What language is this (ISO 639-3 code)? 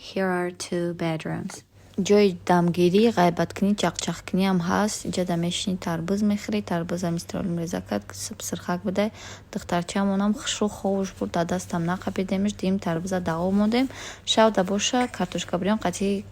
tgk